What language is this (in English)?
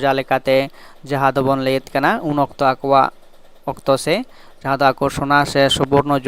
Santali